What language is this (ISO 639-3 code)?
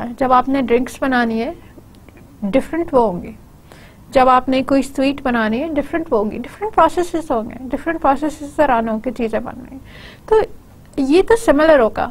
hin